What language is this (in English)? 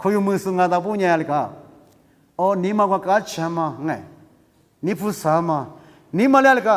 Lisu